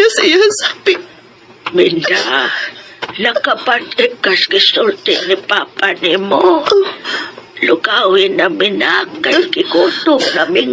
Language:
Cebuano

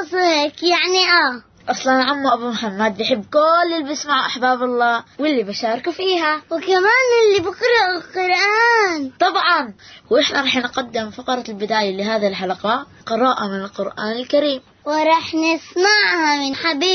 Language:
Arabic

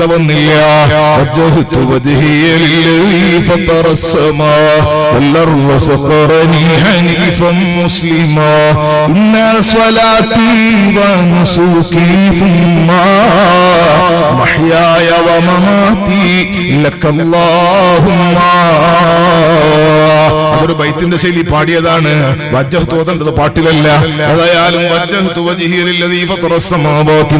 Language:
Malayalam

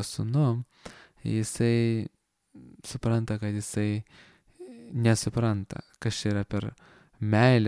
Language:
Lithuanian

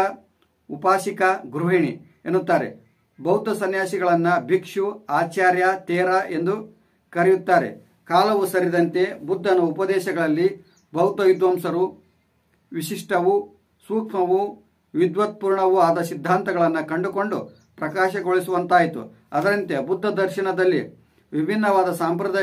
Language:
Kannada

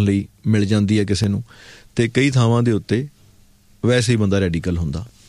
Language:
Punjabi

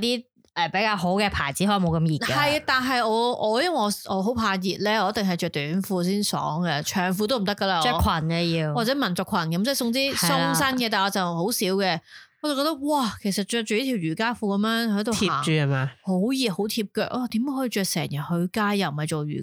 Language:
Cantonese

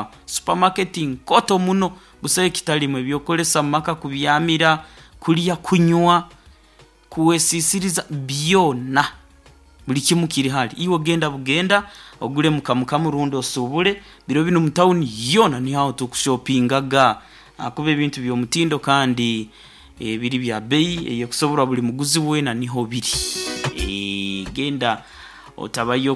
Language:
Nyoro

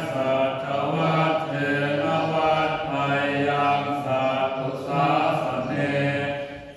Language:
Pali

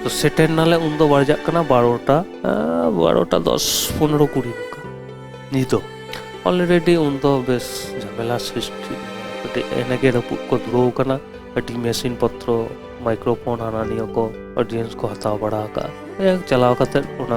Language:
Santali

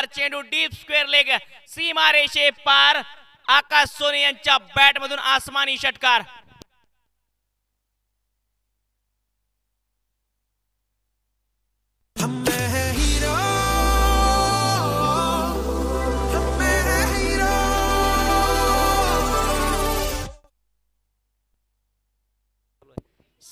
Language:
Marathi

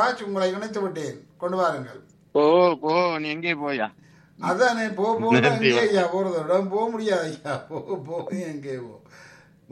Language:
Tamil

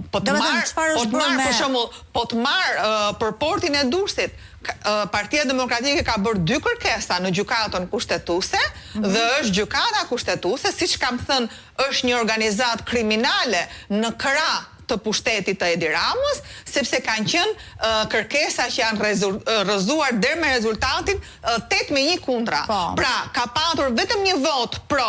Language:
Albanian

